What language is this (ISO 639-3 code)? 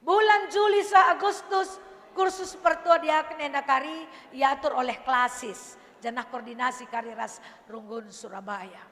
btx